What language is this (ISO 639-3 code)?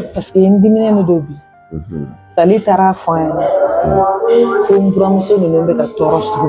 bam